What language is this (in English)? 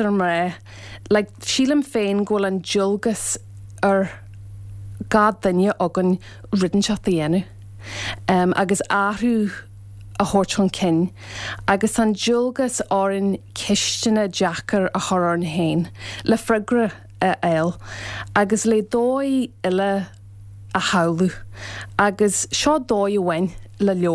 Irish